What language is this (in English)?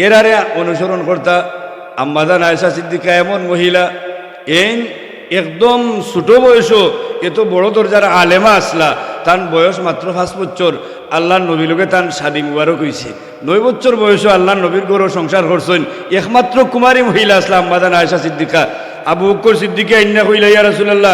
Sylheti